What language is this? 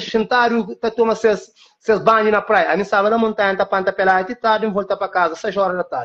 Kabuverdianu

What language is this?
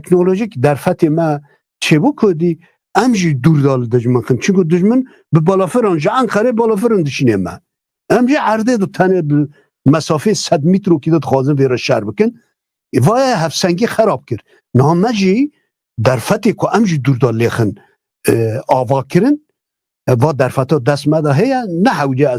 Kurdish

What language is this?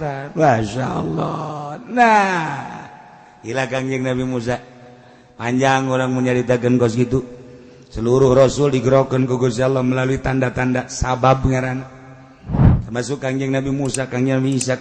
Sundanese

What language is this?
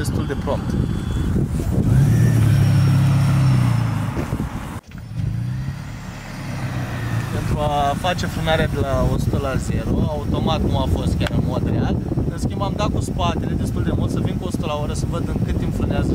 Romanian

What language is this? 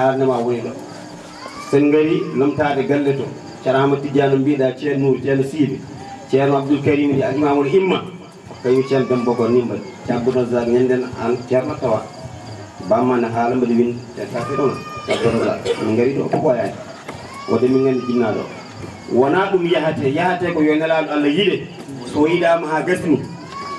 Fula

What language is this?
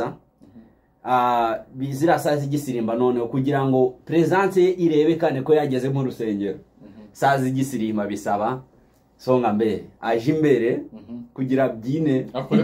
Kinyarwanda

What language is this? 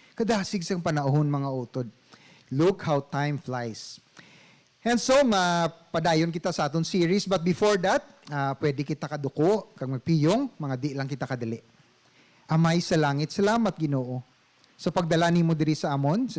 Hiligaynon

